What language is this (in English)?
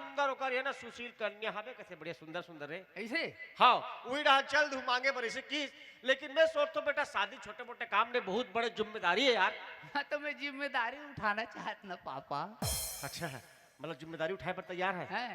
Chhattisgarhi